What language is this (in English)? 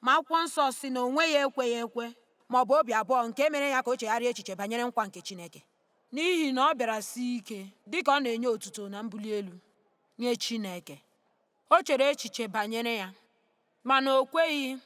Igbo